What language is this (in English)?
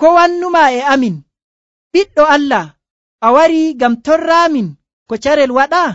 Nigerian Fulfulde